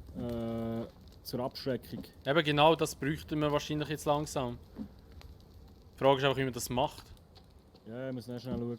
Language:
Swiss German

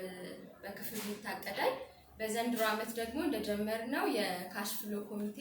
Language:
Amharic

